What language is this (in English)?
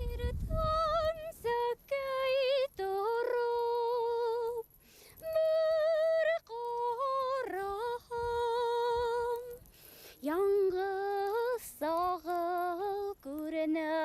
Bashkir